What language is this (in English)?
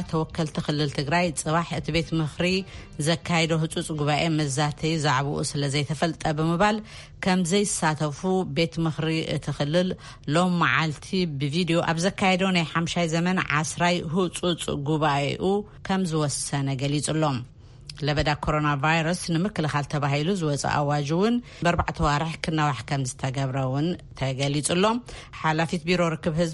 Tigrinya